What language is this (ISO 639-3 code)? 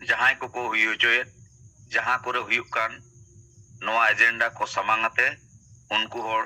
sat